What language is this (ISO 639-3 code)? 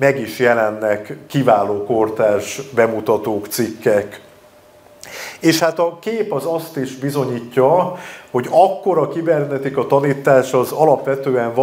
hun